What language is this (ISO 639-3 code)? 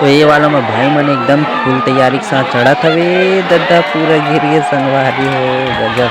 hne